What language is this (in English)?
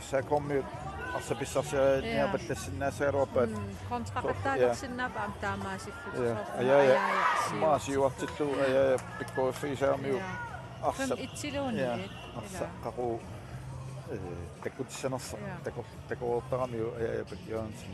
Kalaallisut